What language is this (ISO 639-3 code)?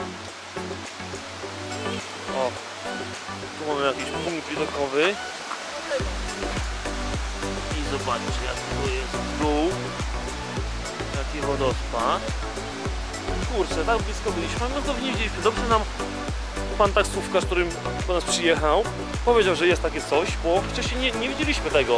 pol